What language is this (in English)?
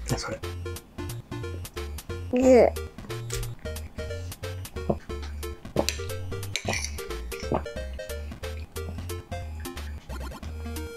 Japanese